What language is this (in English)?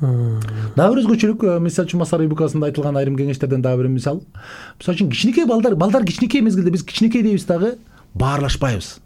Kyrgyz